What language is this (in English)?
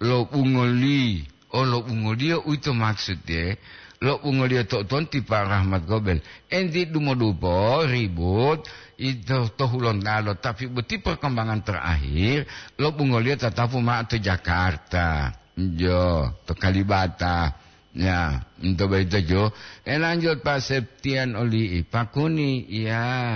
Gorontalo